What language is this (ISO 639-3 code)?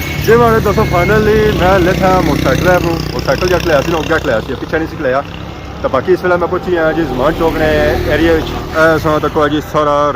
phr